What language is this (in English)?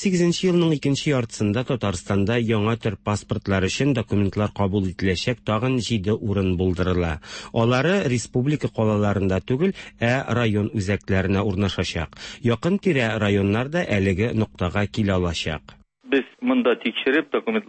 Tatar